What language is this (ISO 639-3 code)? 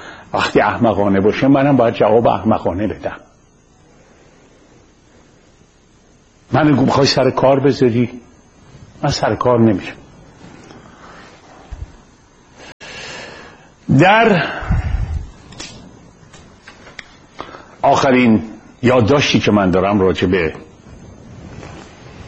fas